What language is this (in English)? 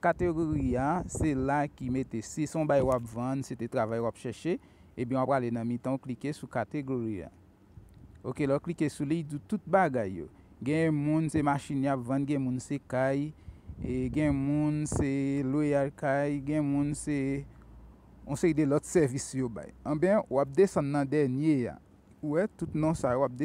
Haitian Creole